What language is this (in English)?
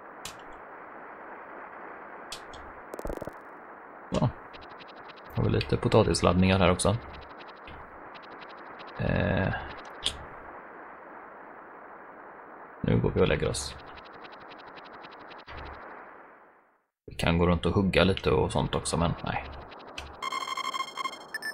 Swedish